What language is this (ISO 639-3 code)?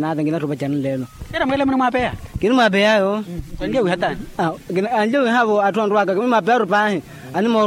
vmw